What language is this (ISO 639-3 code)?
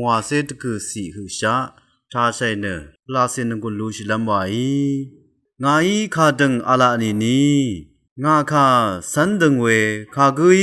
raw